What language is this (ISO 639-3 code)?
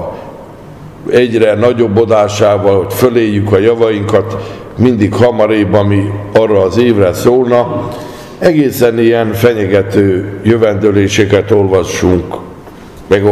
hun